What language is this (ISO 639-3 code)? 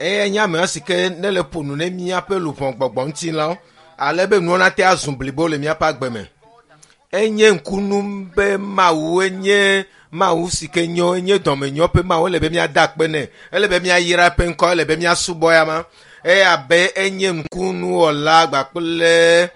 ewe